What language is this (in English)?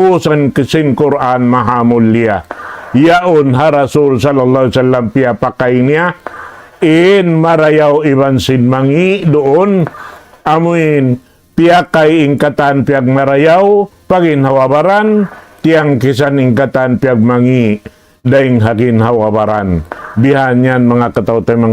Tausug